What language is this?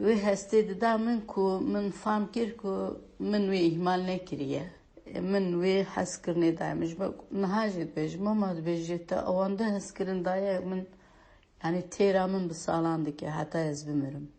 Kurdish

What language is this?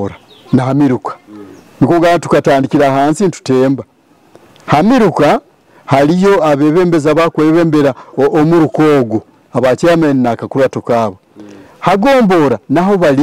Nyoro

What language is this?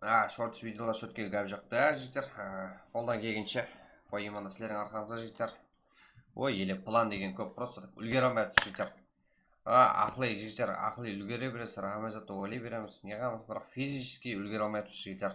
Kara-Kalpak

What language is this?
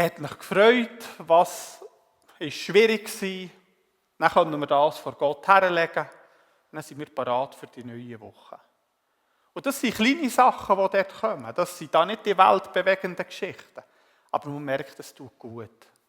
Swiss German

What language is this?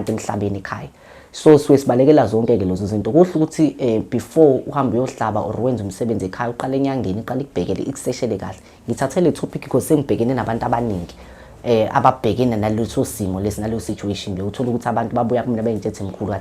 Zulu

